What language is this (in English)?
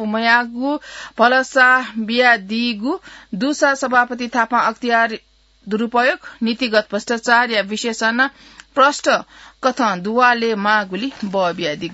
Newari